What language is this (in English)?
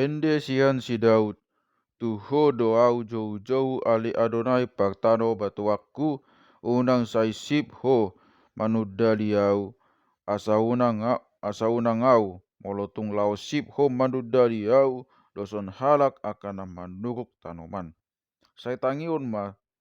Batak Toba